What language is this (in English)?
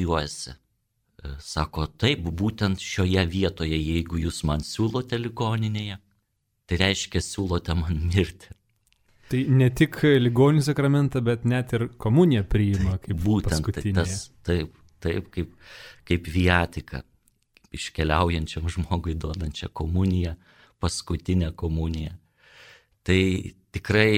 Lithuanian